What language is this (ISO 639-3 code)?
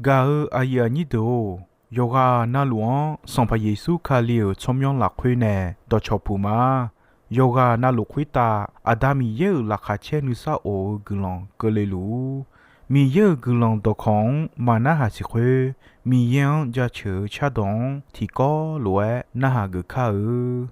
ahk